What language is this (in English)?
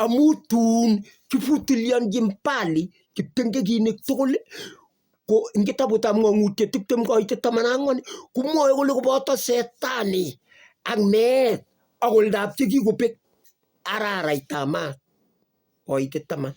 Kalenjin